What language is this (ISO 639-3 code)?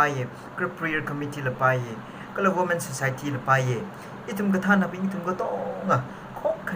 nmf